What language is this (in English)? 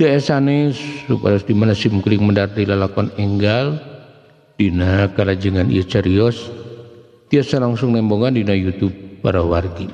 Sundanese